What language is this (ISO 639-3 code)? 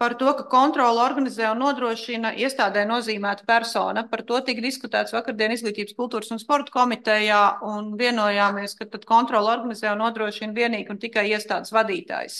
lav